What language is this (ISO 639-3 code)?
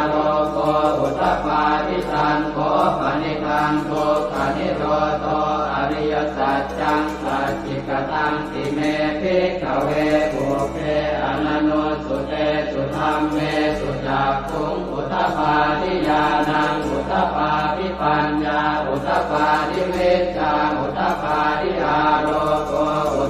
pli